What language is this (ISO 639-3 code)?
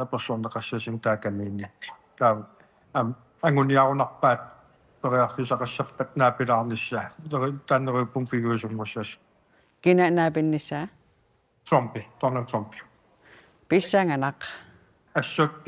kal